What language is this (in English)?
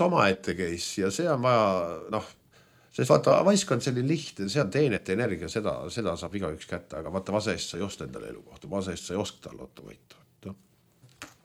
Estonian